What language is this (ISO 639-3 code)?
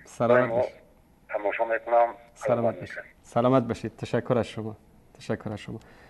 fas